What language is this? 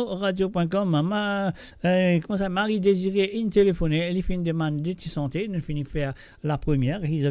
Morisyen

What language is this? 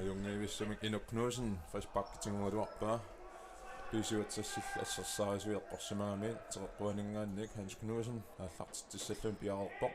Kalaallisut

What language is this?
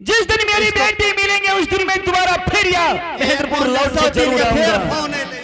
Angika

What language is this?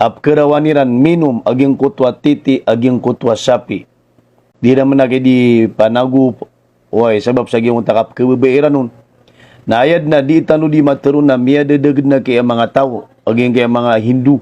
Maranao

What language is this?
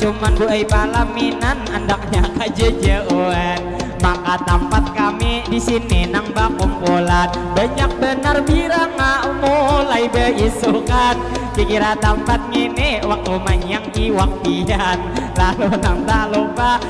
Banjar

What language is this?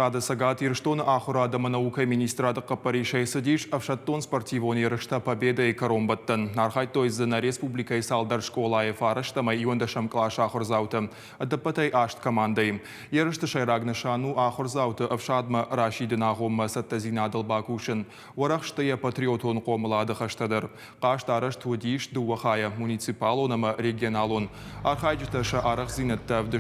Ossetic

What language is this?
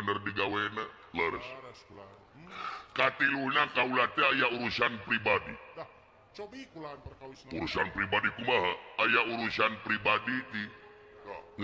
Sundanese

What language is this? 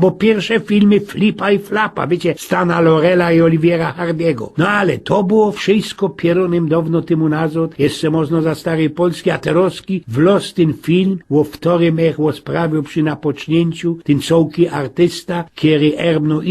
Silesian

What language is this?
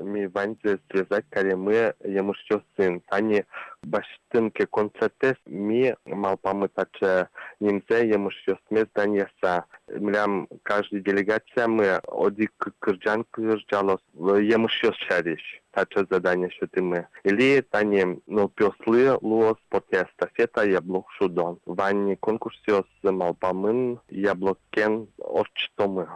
Udmurt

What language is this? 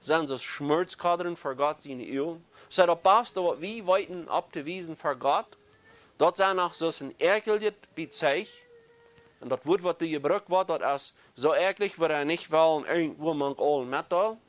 Plautdietsch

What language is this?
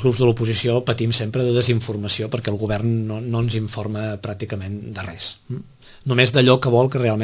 Catalan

